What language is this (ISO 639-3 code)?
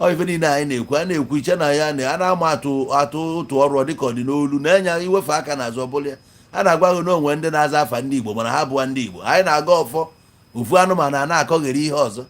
ibo